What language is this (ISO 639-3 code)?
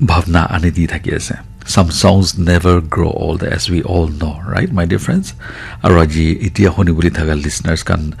nag